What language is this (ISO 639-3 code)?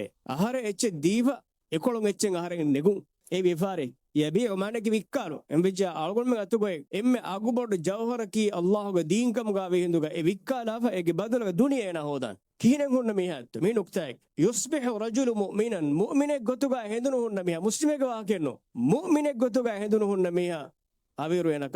div